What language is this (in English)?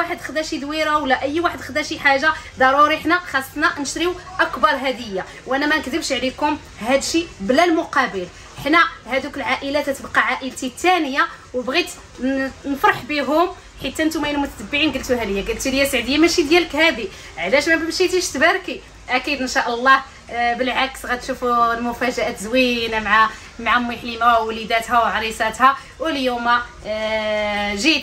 Moroccan Arabic